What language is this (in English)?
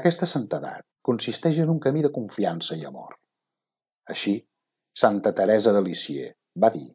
Catalan